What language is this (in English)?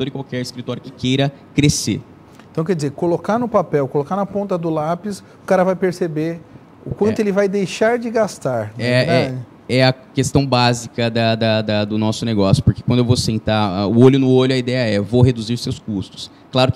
Portuguese